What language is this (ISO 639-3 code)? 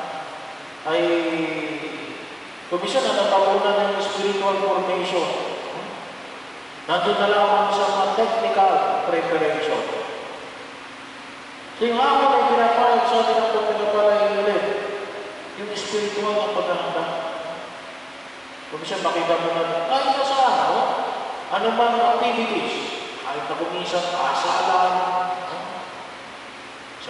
fil